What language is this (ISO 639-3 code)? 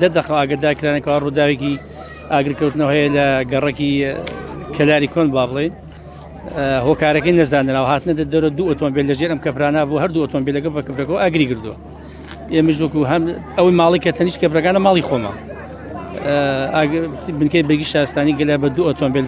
ckb